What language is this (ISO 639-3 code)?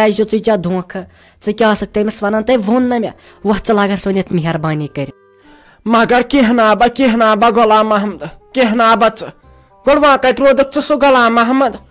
kas